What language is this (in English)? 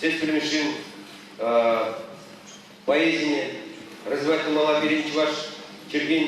Chuvash